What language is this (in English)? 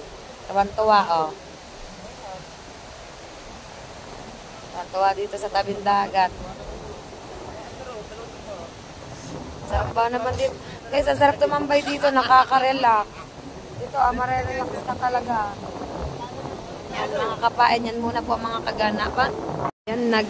Filipino